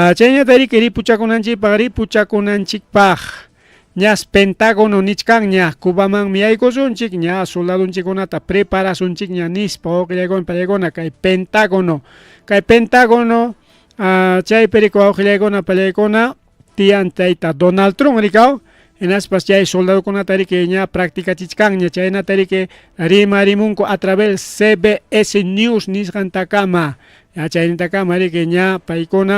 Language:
Ayacucho Quechua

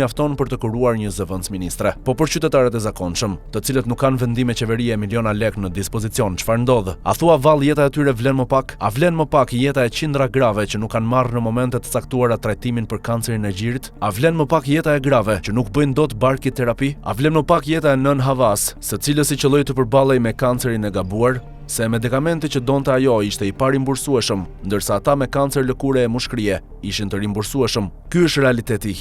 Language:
Albanian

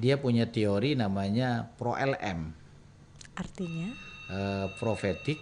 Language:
Banjar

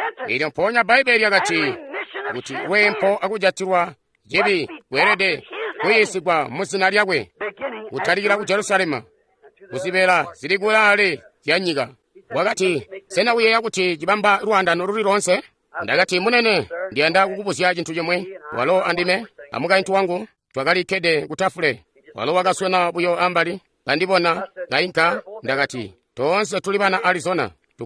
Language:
Tonga (Zambia)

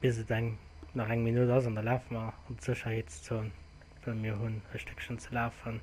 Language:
Luxembourgish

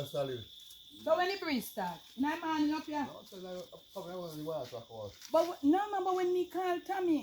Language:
Jamaican Creole English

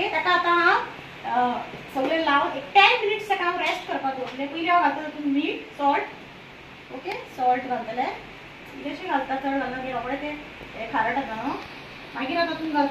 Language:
Konkani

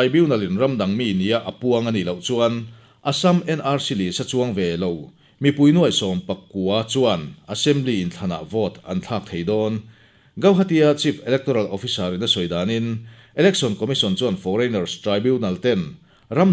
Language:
Mizo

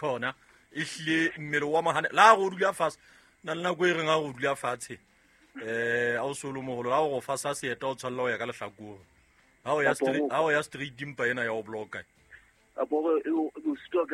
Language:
Southern Sotho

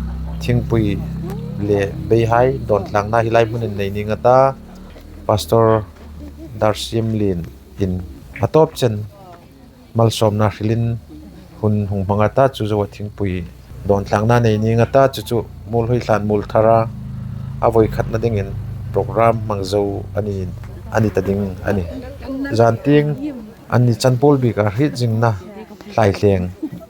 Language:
Hmar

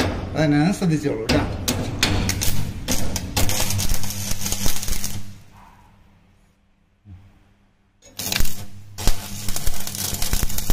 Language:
Malayalam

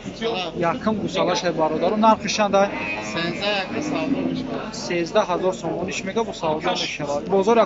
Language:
Tajik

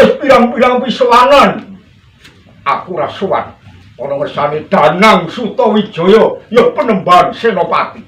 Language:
Javanese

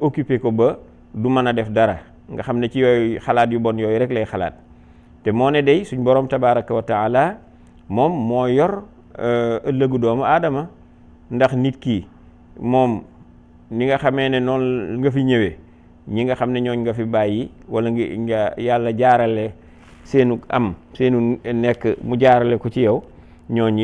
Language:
Wolof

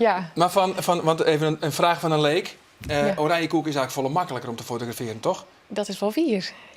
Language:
Western Frisian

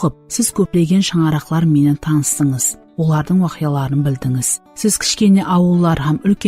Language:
Kara-Kalpak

